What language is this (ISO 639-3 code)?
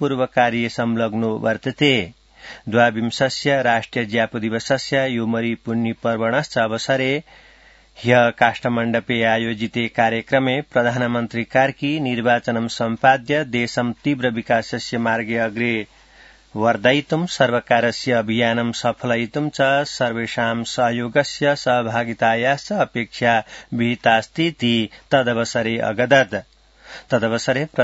san